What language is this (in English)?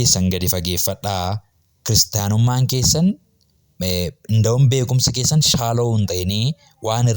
Oromo